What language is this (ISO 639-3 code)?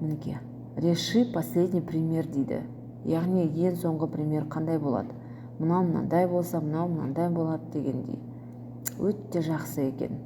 kaz